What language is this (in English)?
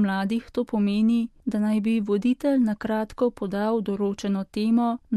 Slovenian